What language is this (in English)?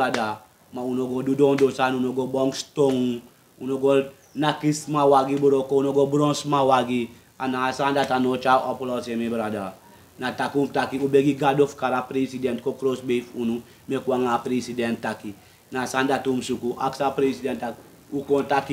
Sranan Tongo